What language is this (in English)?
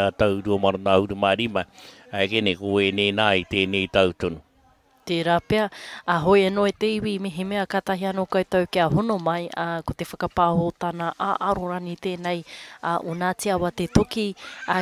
Māori